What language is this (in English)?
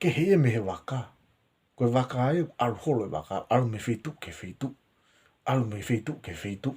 Tongan